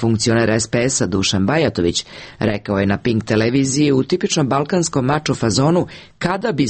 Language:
Serbian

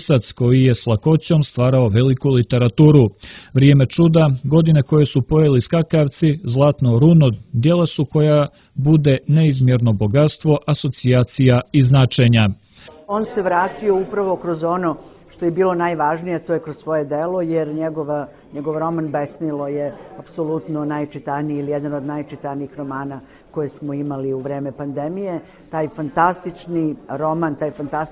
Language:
Serbian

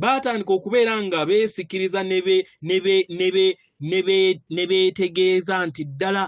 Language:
Ganda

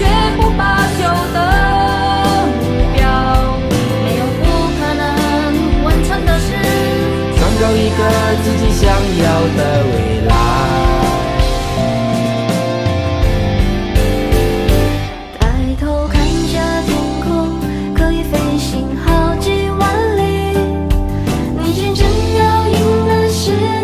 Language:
Chinese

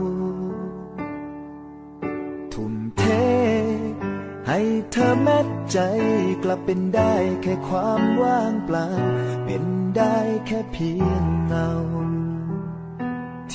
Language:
Thai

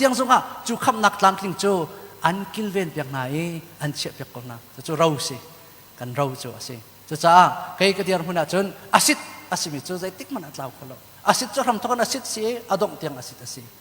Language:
Hakha Chin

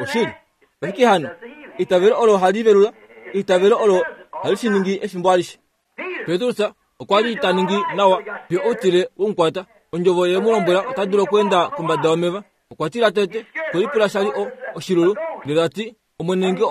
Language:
Kuanyama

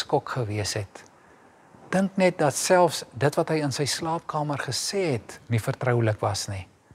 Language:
Afrikaans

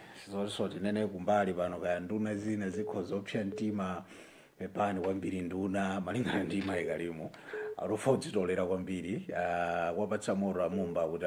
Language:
Nyanja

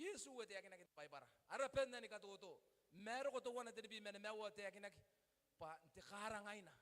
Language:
Gilbertese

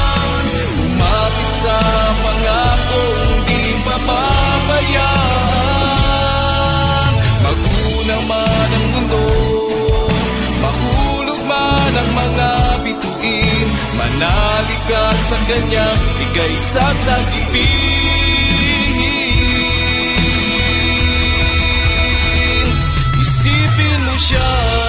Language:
Filipino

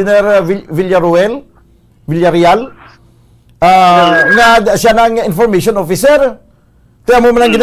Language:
Hiligaynon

